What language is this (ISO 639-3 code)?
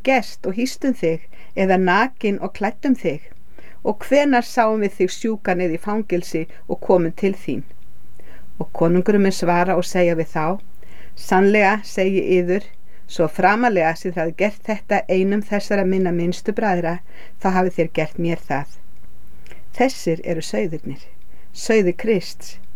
isl